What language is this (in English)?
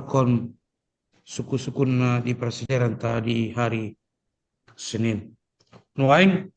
Batak Toba